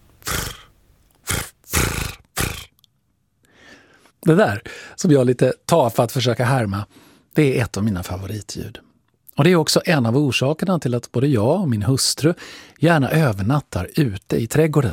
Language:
Swedish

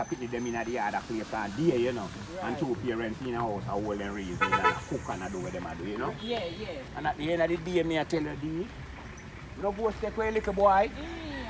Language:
Jamaican Creole English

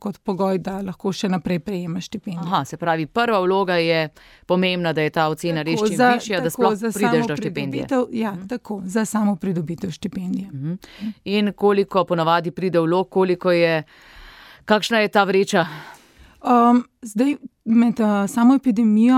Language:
Slovenian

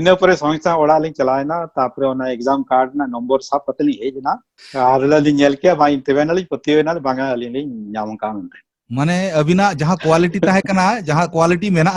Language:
Santali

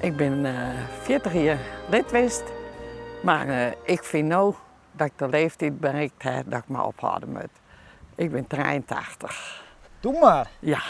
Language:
Western Frisian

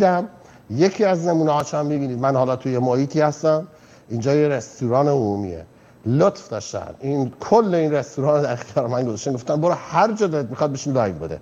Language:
Persian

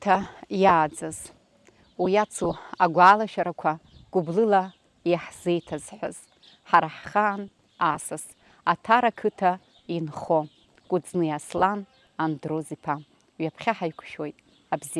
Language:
Abkhazian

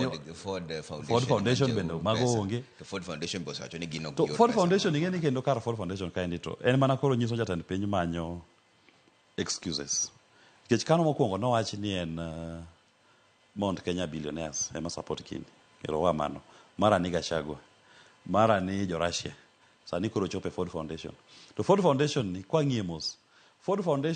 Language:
Luo (Kenya and Tanzania)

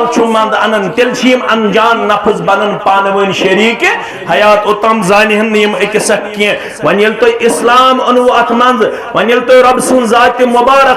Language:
Kashmiri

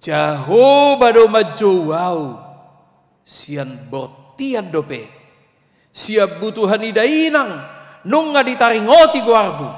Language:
Batak Toba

